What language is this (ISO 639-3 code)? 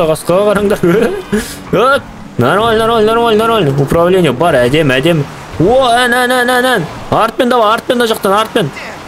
kaz